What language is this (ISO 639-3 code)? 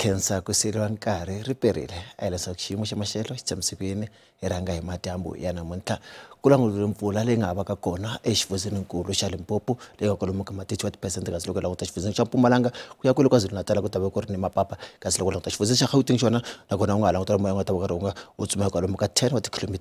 tso